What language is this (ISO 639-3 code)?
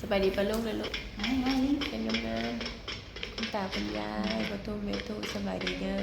tts